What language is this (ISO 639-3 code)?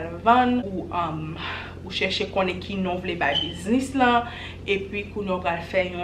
hat